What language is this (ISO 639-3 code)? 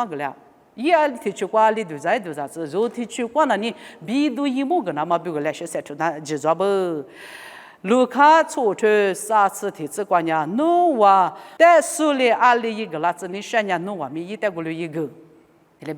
lis